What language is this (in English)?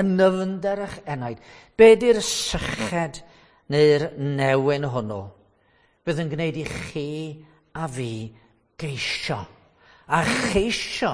Welsh